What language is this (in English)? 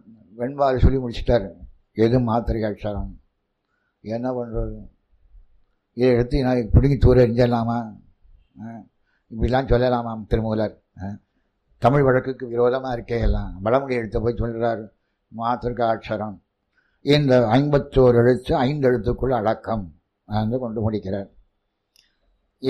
Tamil